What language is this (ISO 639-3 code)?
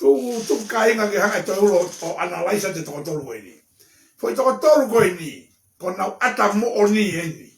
ton